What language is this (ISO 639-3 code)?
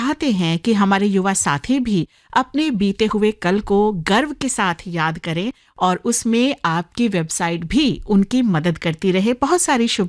hin